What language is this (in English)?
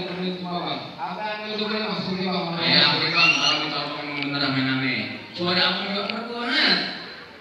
Betawi